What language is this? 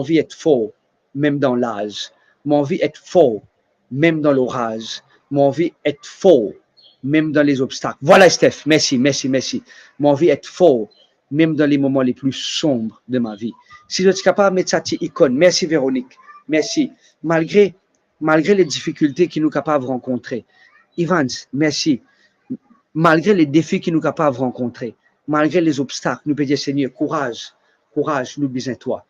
Morisyen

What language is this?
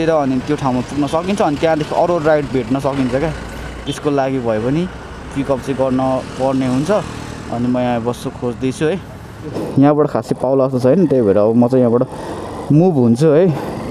Nepali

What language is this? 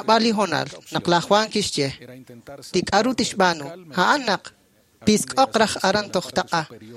Kekchí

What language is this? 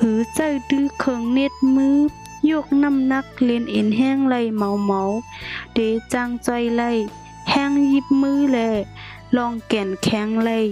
Shan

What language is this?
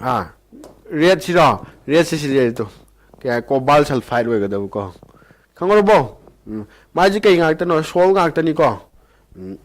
Manipuri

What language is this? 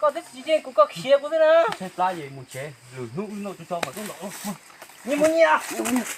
Hmong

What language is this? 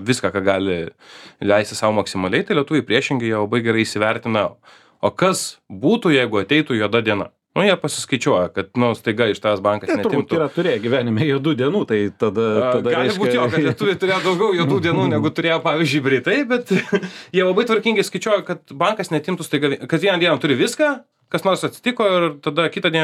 Lithuanian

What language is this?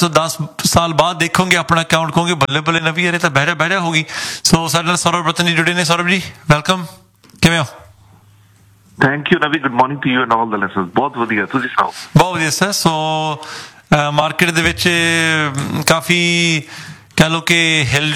Punjabi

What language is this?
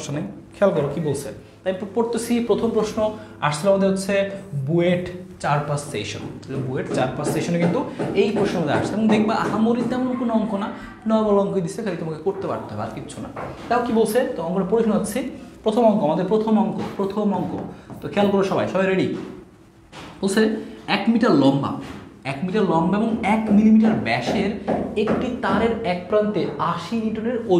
Bangla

